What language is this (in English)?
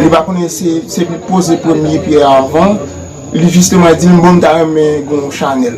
Haitian Creole